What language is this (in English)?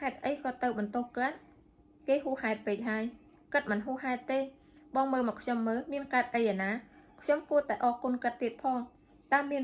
Khmer